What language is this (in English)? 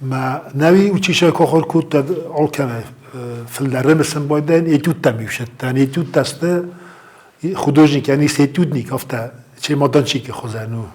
Ossetic